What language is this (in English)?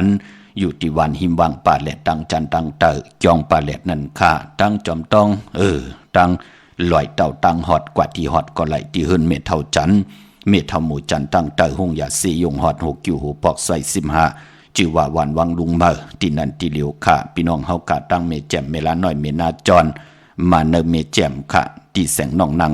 Shan